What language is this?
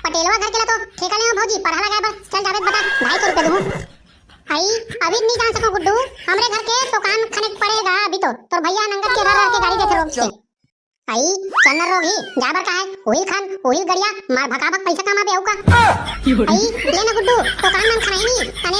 Chhattisgarhi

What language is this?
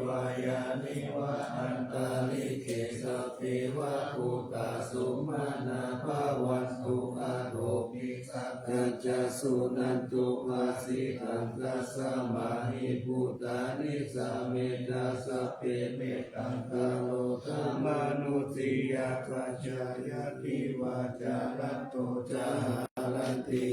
Pali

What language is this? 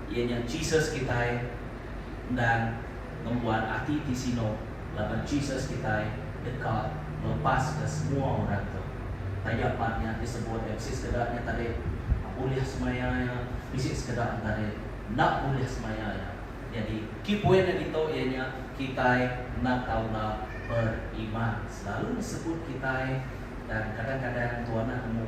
Iban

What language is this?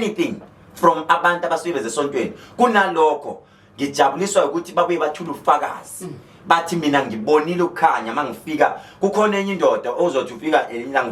Zulu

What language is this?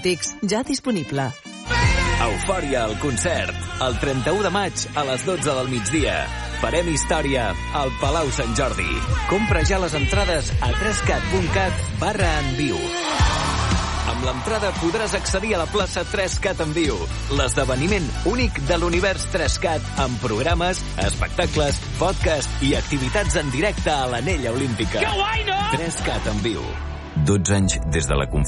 Catalan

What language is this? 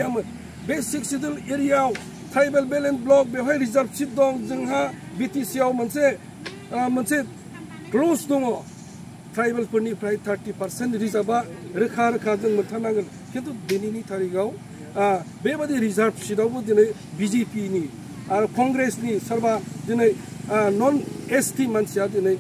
Bodo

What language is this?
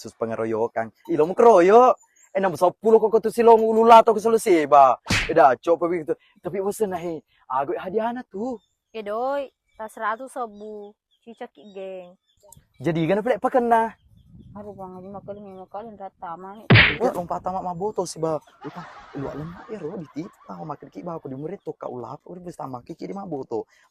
Buginese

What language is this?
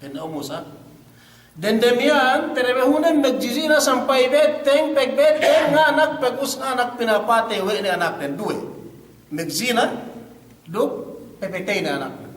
Yakan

